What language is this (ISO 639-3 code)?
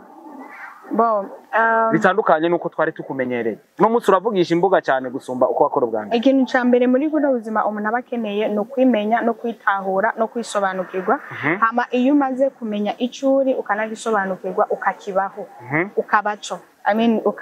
run